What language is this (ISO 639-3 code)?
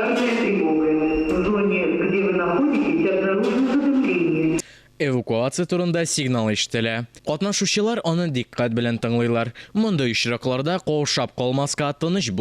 tat